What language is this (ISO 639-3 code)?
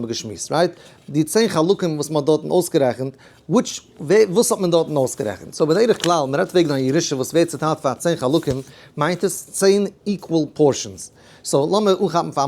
yid